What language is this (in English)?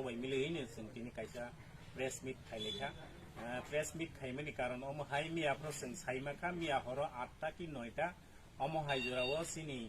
Kok Borok